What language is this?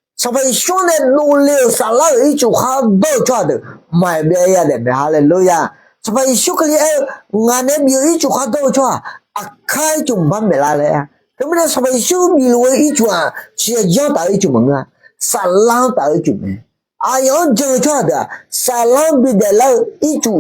Akha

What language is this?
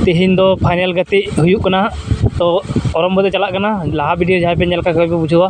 Santali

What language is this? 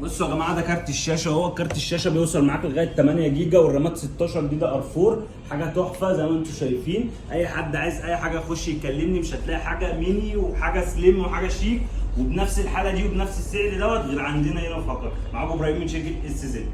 Egyptian Arabic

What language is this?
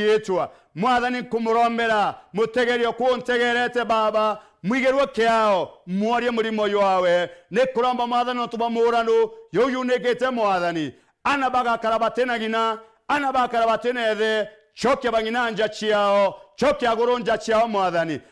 Meru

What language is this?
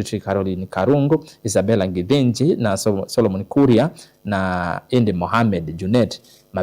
Kamba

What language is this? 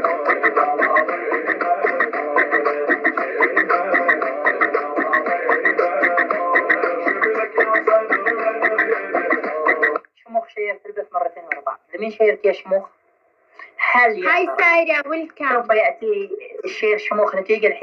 Arabic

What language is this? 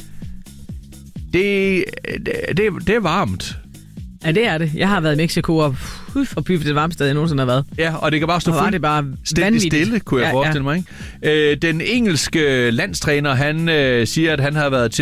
Danish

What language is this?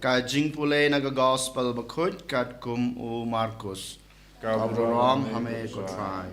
Khasi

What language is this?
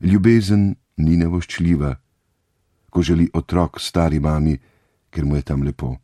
Slovenian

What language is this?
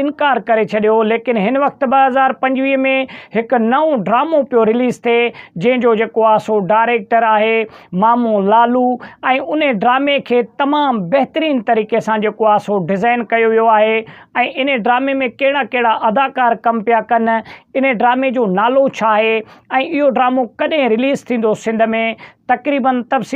Sindhi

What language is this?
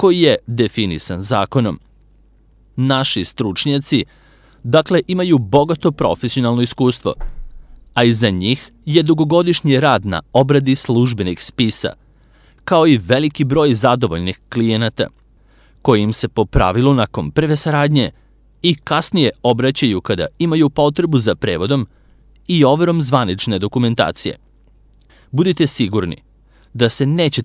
Serbian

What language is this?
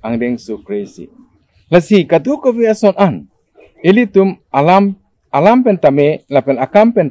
Karbi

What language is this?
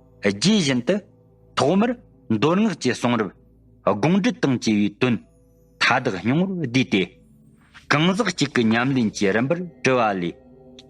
Tibetan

